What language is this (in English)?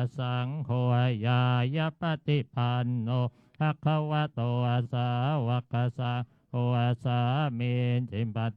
Pali